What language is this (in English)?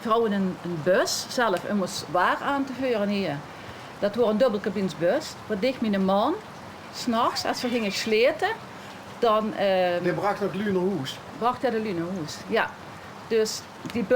Limburgish